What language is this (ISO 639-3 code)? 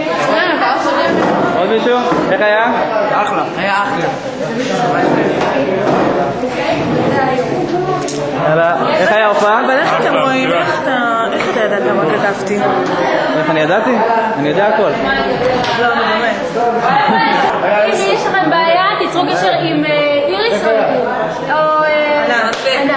heb